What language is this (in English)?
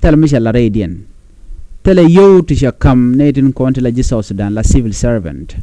Nuer